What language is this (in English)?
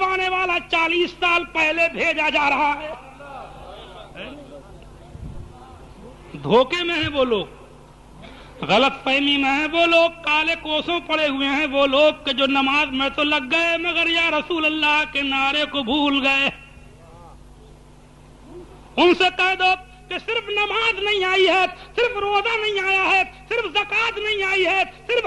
Urdu